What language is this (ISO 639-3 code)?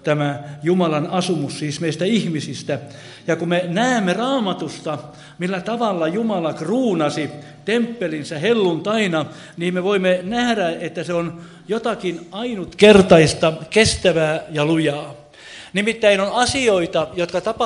fin